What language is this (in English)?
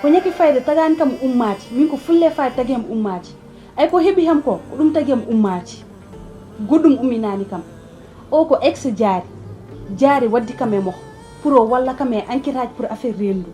Fula